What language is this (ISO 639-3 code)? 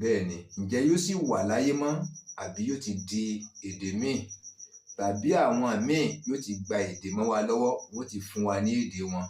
yor